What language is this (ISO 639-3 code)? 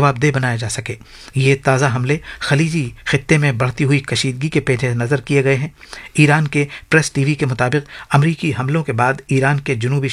urd